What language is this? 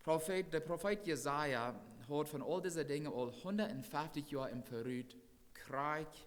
Plautdietsch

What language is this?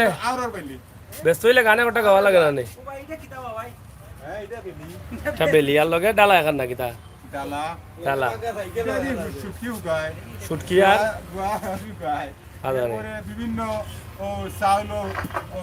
Sylheti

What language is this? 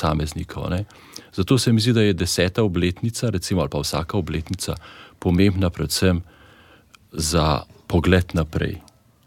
Slovenian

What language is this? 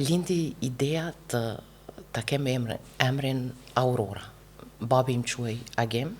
Albanian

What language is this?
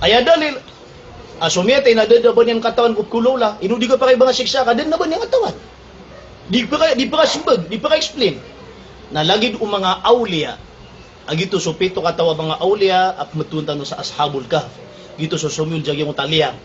Maranao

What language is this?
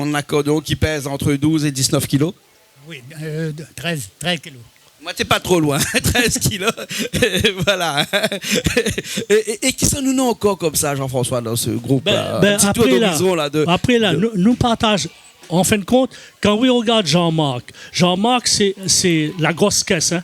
Réunion Creole French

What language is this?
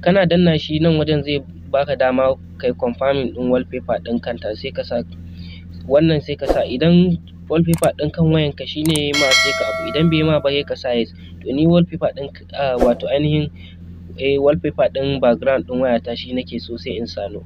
Hausa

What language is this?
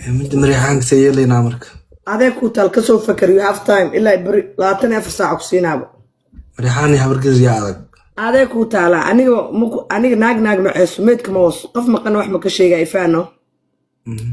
Somali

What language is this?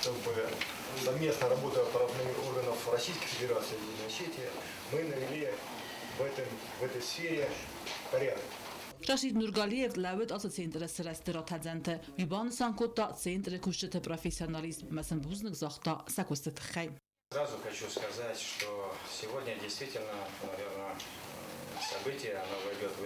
Ossetic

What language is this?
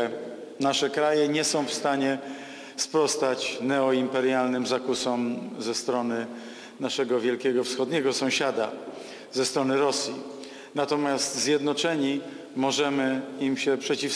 Polish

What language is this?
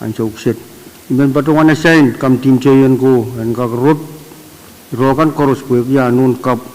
Pohnpeian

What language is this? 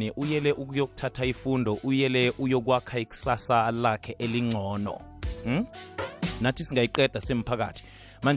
South Ndebele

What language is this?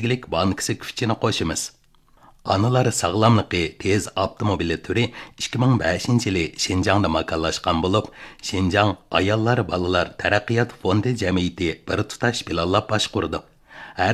Uyghur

